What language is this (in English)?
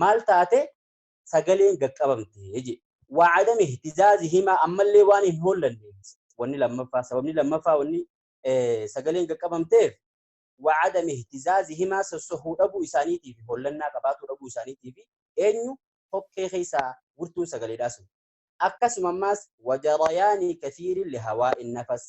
Oromo